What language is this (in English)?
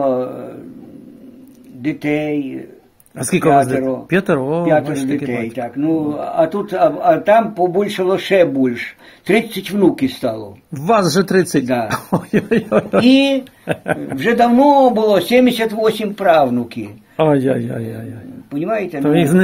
Ukrainian